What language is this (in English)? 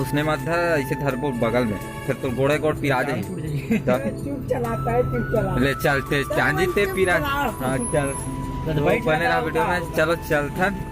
Chhattisgarhi